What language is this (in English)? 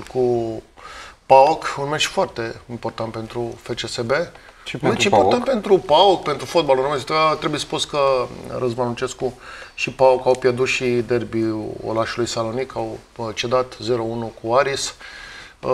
Romanian